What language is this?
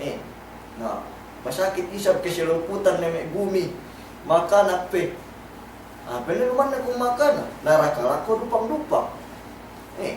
Yakan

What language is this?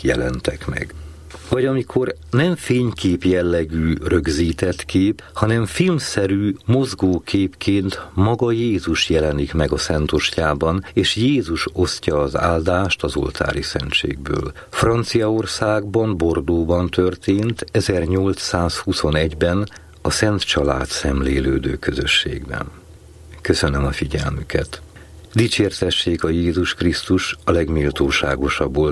Hungarian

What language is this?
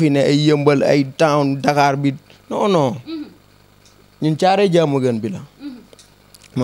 Wolof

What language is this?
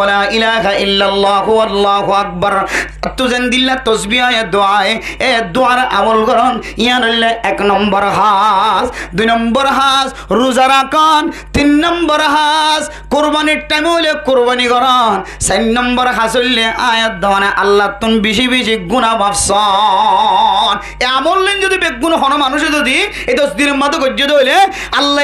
Rohingya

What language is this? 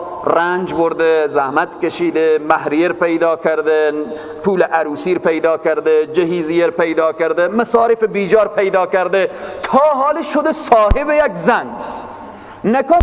Persian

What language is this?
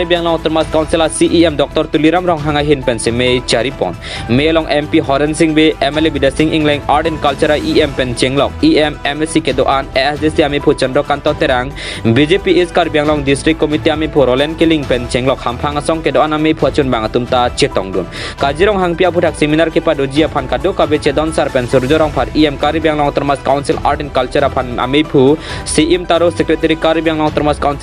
Karbi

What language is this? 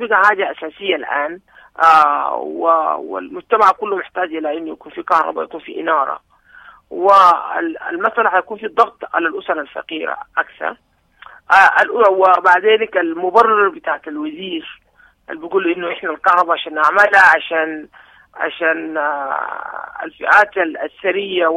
Sudanese Arabic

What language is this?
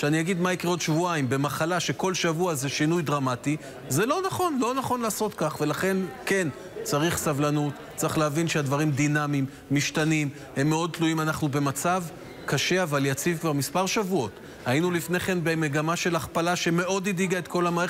Hebrew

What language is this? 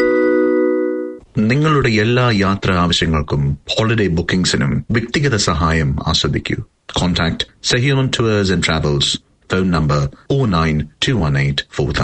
Malayalam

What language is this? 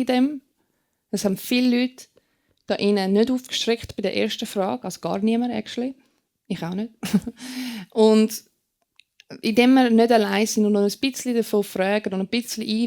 Swiss German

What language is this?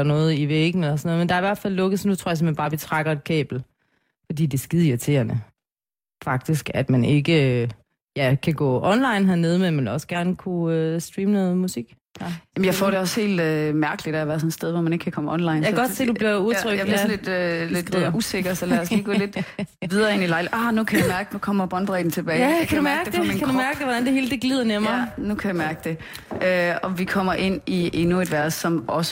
Danish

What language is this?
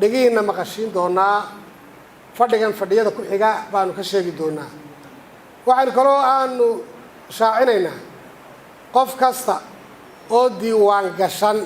Somali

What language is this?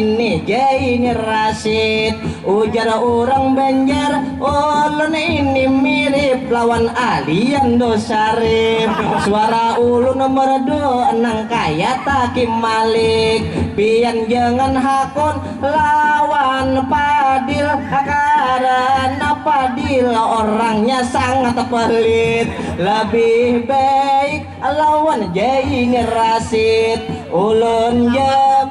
Banjar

